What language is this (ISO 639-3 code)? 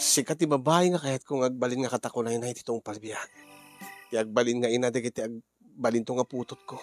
ilo